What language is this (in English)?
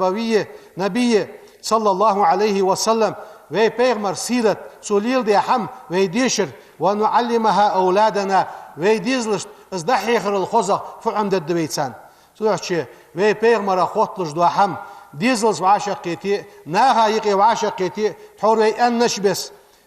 Ingush